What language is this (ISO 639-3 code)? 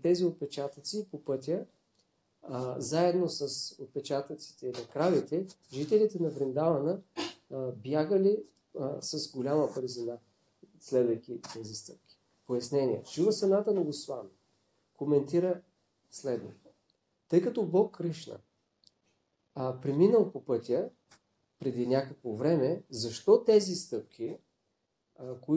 bul